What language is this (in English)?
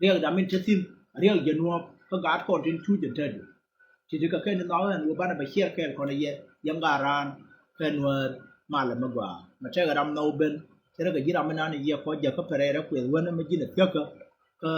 Nuer